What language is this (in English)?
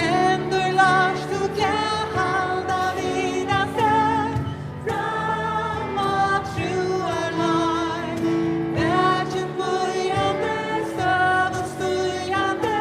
Faroese